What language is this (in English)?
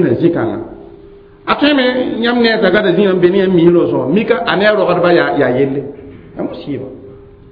Mossi